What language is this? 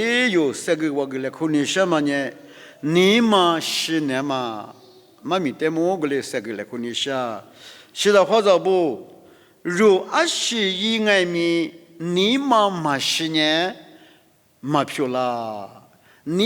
Lisu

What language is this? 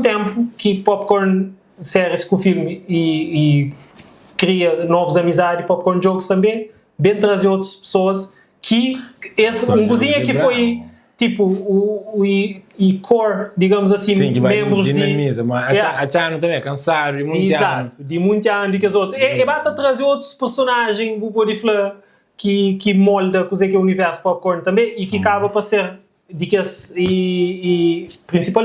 Kabuverdianu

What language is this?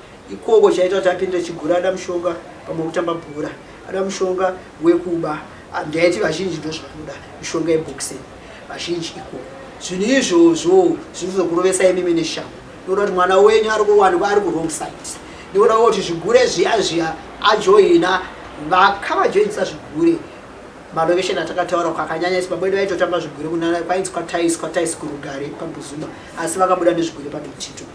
Shona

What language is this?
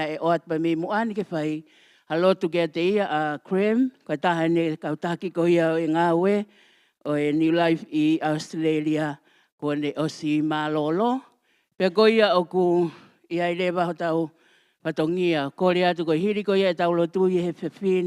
Tongan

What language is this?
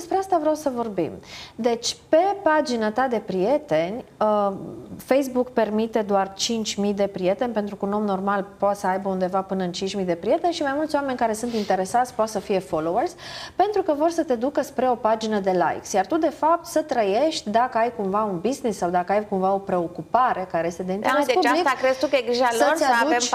Romanian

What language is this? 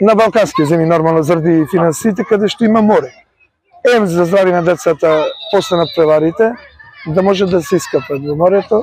Macedonian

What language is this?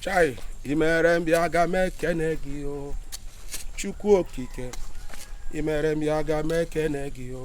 Igbo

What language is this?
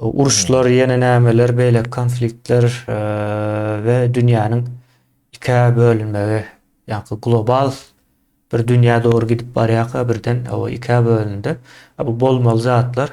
Turkmen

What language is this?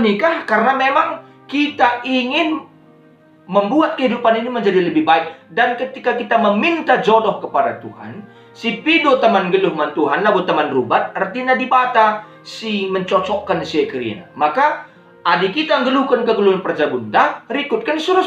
Batak Karo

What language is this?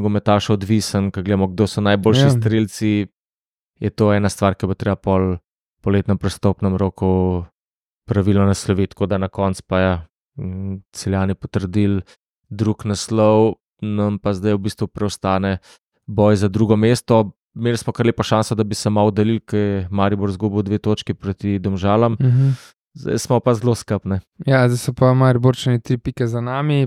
Slovenian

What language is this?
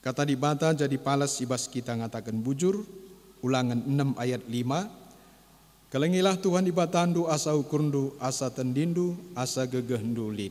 Batak Karo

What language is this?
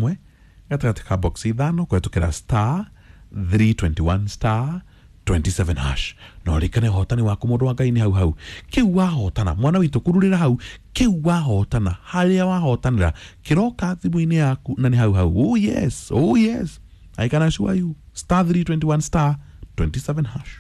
Kikuyu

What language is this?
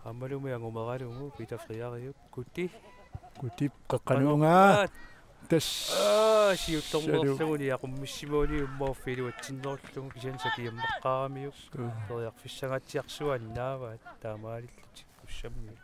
Kalaallisut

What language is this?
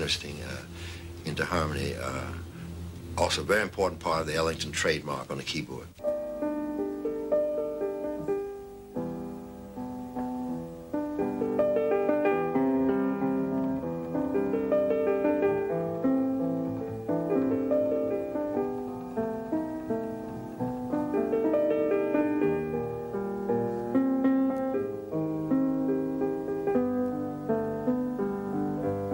English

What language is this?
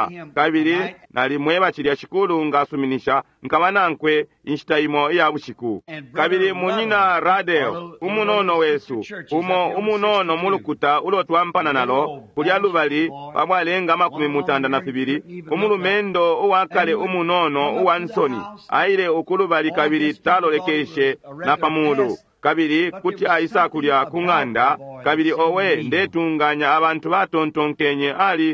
Bemba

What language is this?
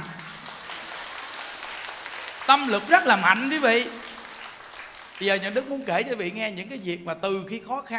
Vietnamese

